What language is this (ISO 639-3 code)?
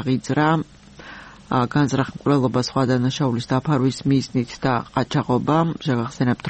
kat